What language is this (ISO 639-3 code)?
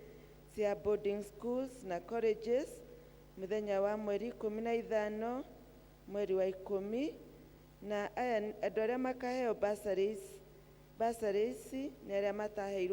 kik